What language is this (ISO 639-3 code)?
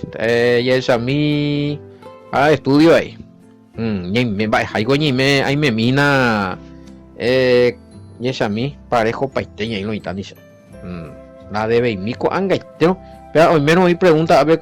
grn